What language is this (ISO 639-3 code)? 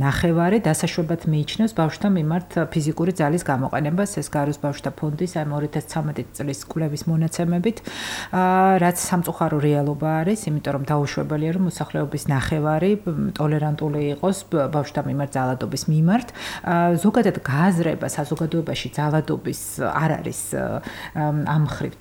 kat